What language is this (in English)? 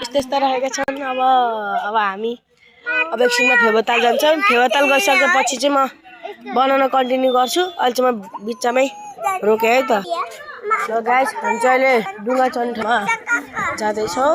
Nepali